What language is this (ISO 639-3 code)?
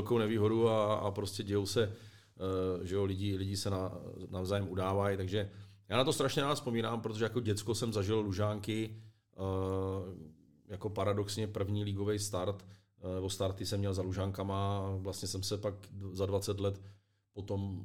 ces